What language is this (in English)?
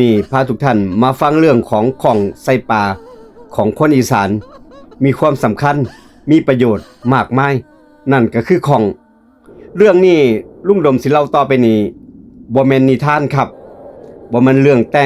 Northeastern Thai